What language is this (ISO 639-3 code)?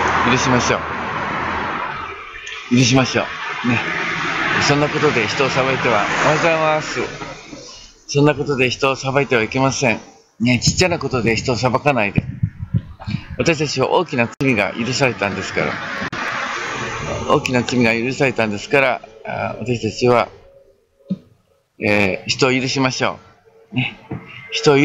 jpn